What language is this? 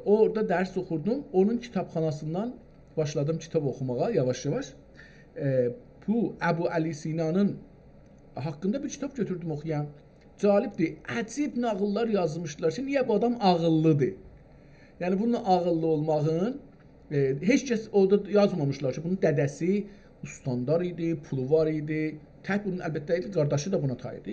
South Azerbaijani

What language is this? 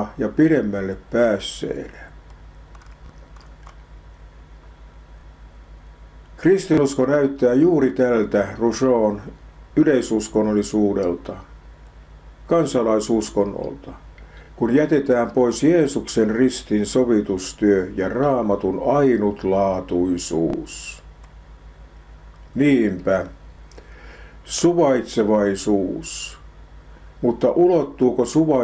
Finnish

